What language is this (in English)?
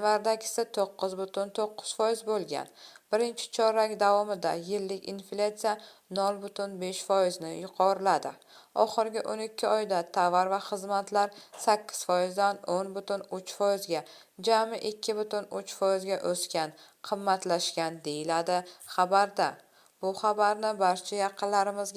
Uzbek